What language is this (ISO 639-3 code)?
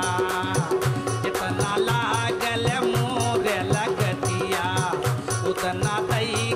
bho